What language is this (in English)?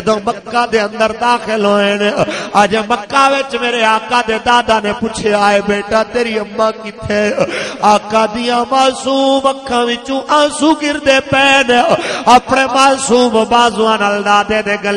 Western Panjabi